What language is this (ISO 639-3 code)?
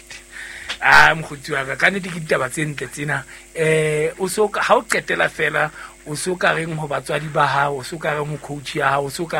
sot